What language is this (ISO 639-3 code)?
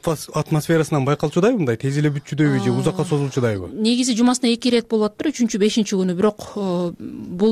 kir